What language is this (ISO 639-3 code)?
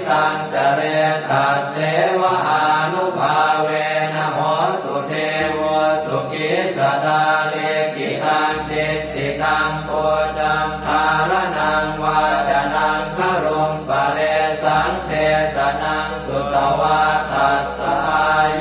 pli